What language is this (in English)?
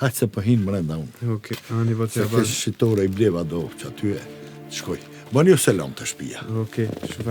Albanian